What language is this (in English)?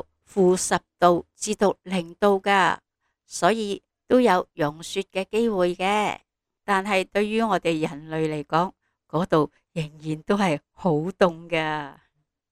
Cantonese